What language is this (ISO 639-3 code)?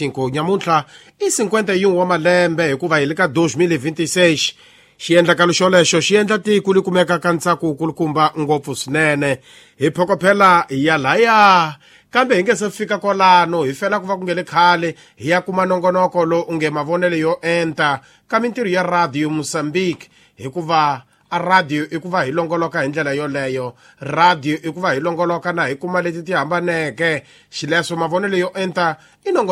tso